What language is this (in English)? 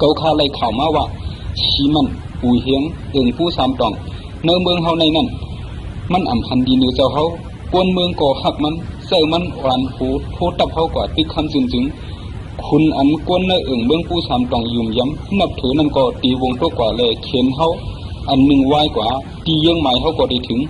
Shan